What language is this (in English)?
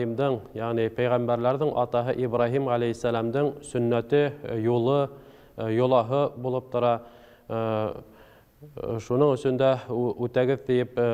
Bashkir